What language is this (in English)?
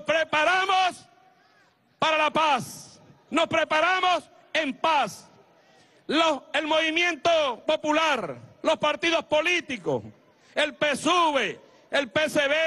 Spanish